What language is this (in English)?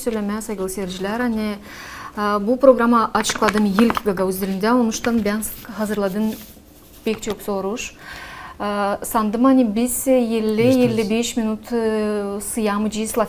Gagauz